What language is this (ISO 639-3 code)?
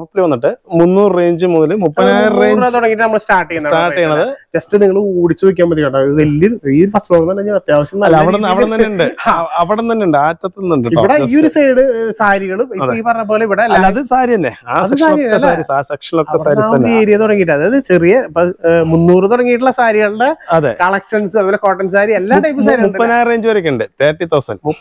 mal